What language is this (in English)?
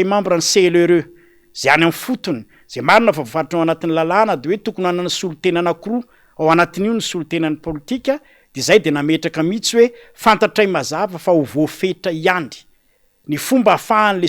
Malagasy